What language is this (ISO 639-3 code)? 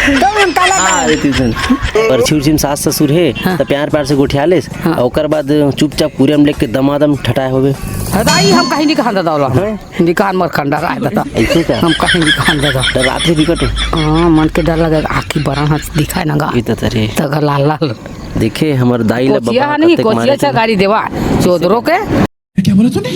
hne